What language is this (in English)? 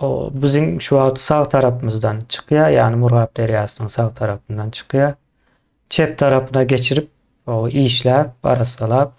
Turkmen